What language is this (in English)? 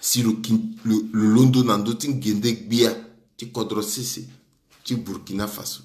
Sango